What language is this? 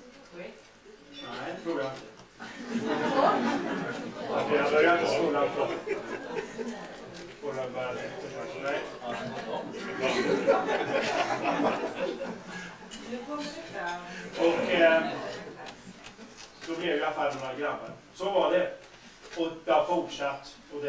Swedish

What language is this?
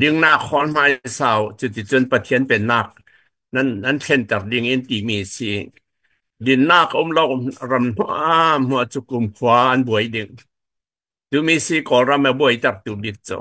Falam Chin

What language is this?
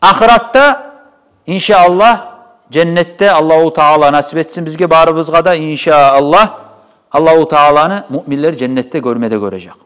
Kumyk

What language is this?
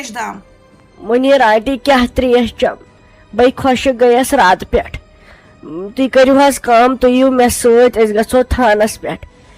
Kashmiri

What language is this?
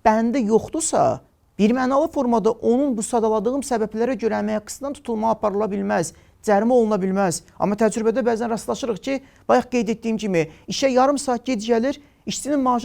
Azerbaijani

